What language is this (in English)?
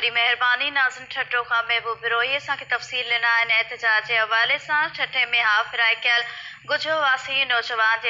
Sindhi